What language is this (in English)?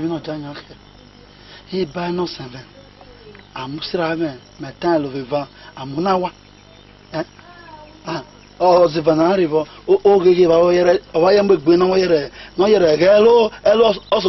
Esan